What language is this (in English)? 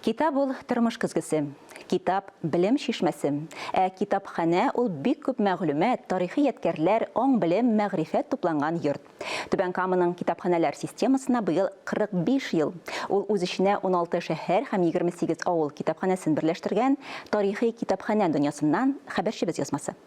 Tatar